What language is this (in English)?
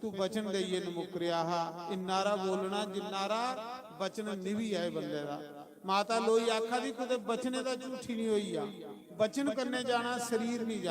Dogri